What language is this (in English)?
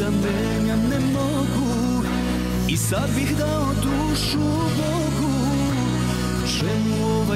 Serbian